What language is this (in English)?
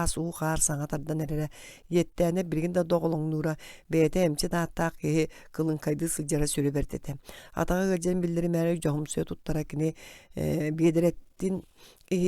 Yakut